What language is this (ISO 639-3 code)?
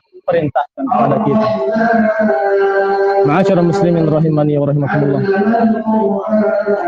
ind